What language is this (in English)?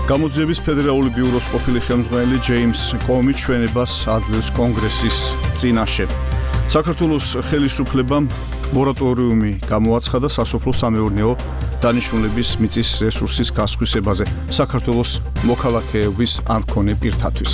Georgian